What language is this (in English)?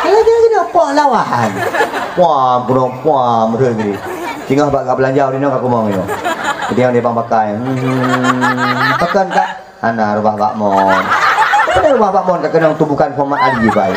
Achinese